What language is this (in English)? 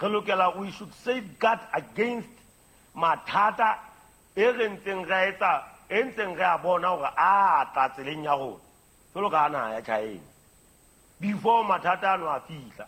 Southern Sotho